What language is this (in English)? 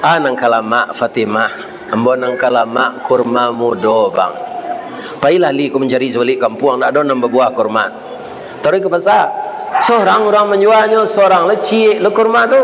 Minangkabau